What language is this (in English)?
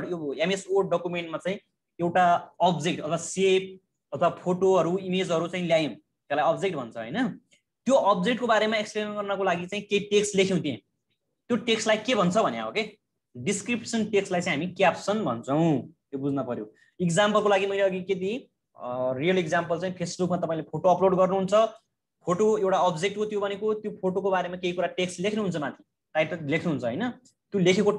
Nepali